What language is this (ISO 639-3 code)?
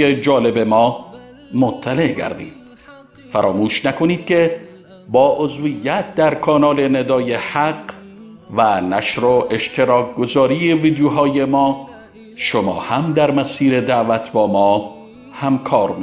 fas